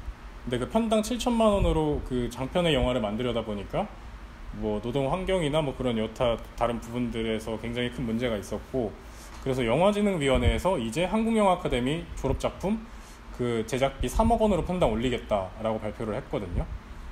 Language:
Korean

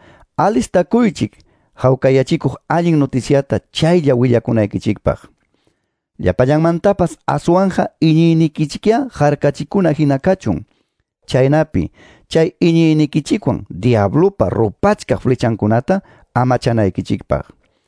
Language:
Quechua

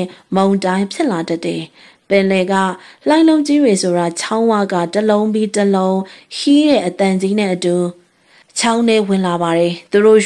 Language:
Burmese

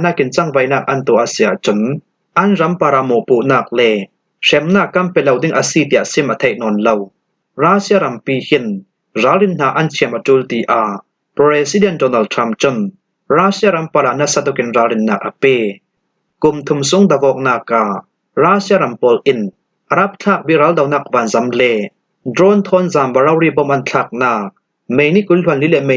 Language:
Falam Chin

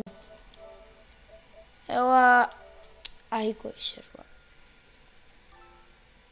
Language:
Dutch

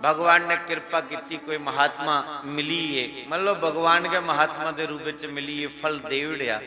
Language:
Dogri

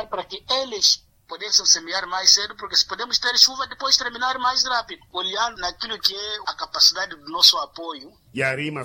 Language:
Makhuwa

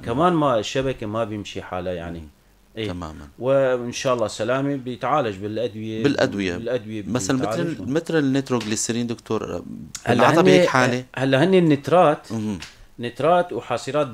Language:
North Levantine Arabic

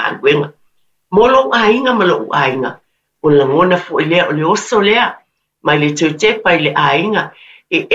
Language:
Samoan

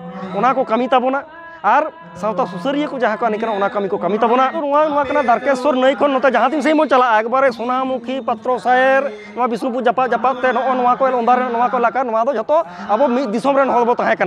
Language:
Santali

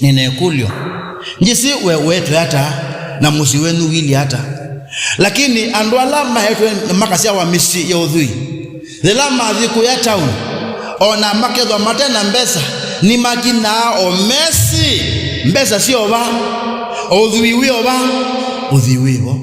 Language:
Kamba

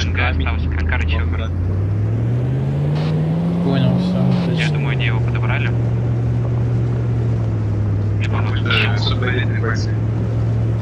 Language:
Russian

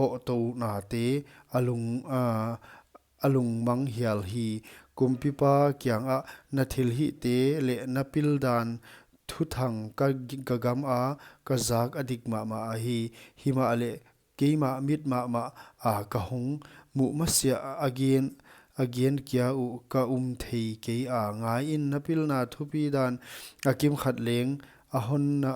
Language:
Paite Chin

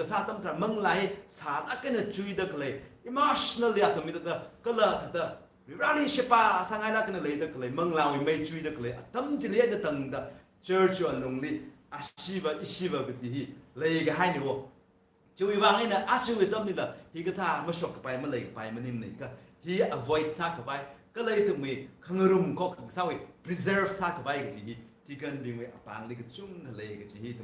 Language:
Tangkhul Naga (India)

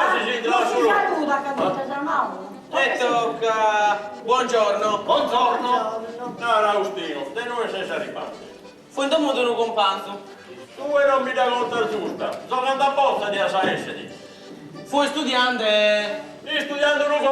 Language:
Sardinian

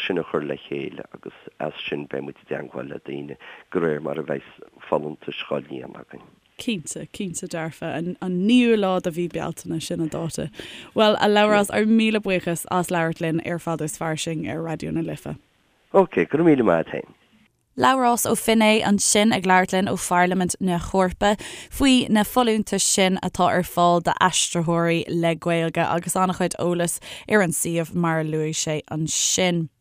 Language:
Irish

